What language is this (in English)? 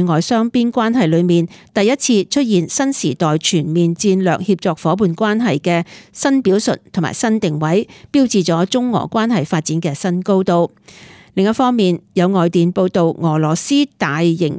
Cantonese